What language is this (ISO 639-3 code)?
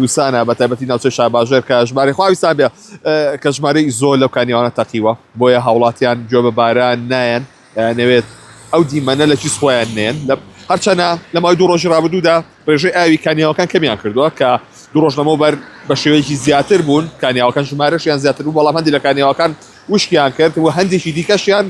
ckb